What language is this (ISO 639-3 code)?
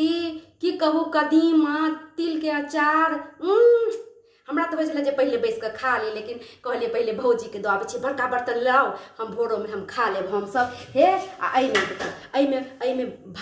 mai